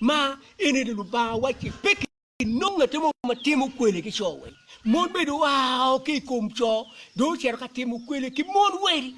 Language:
Acoli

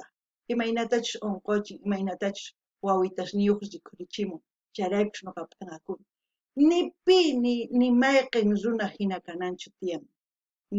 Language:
South Bolivian Quechua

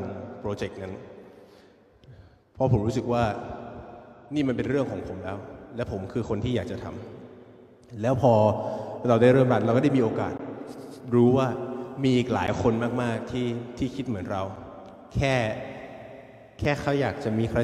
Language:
Thai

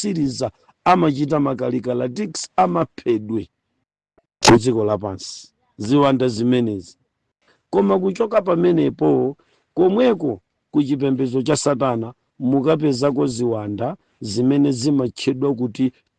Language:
Nyanja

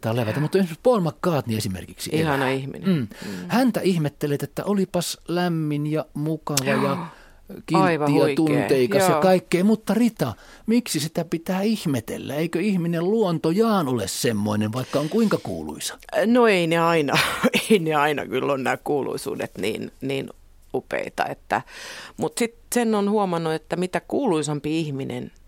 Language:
Finnish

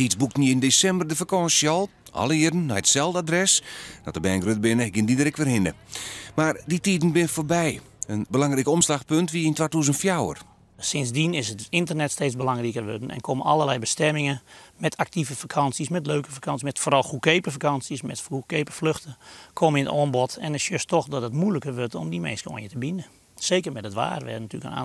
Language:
Western Frisian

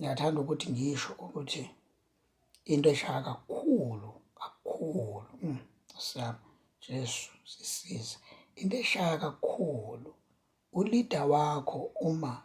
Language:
Zulu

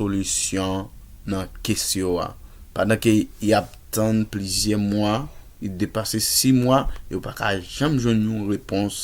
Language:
Haitian Creole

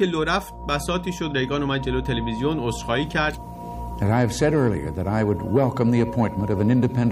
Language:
Persian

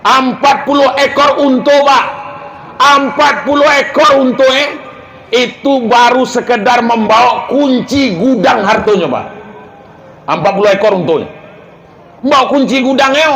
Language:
Minangkabau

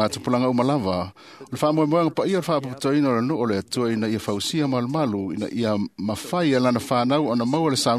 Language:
Samoan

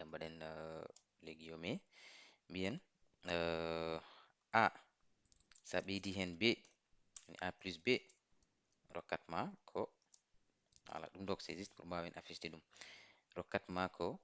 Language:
Fula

